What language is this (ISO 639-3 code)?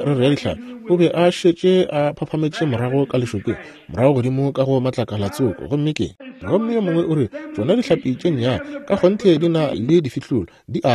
nso